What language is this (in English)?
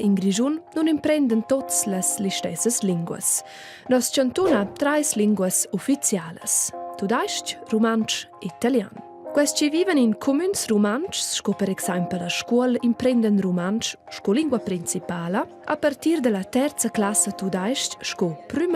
Romansh